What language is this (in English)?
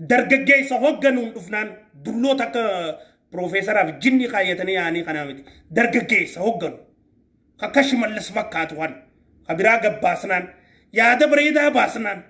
Oromo